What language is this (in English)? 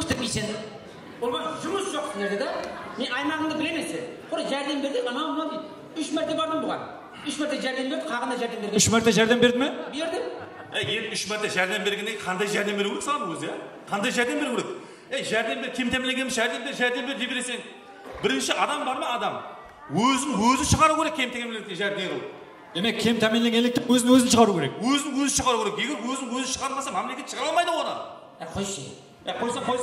Kara-Kalpak